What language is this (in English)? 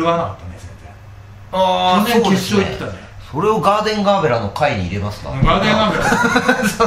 Japanese